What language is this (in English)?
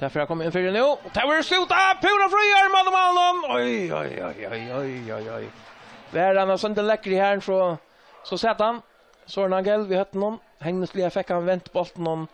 Faroese